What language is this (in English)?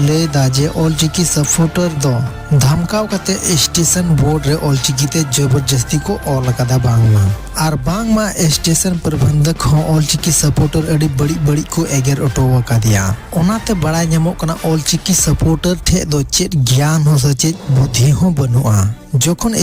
Santali